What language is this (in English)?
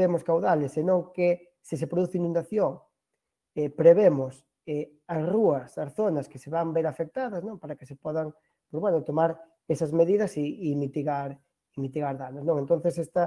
Galician